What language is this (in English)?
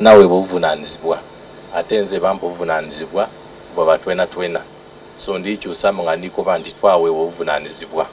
Soga